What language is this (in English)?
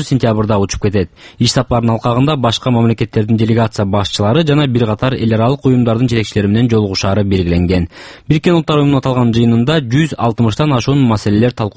Kyrgyz